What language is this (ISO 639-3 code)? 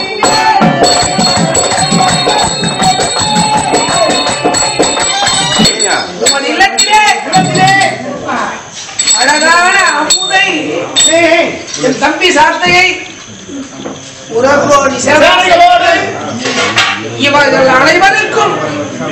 tam